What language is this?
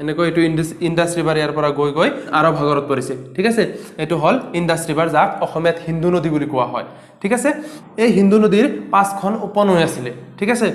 Assamese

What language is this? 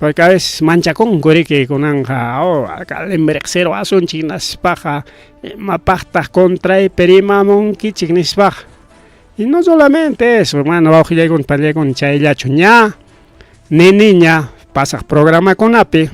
Ayacucho Quechua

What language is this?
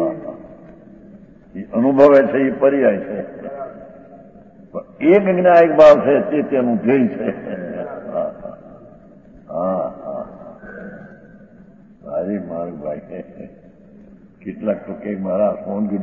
Gujarati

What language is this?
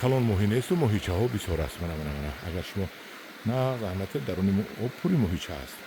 Tajik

